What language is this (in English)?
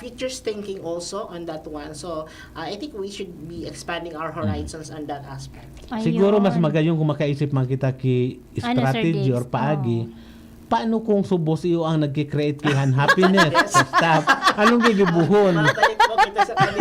Bikol